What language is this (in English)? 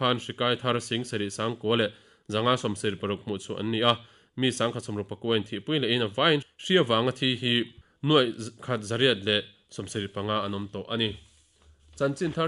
Mizo